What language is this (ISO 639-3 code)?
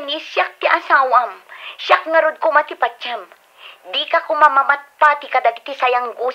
ilo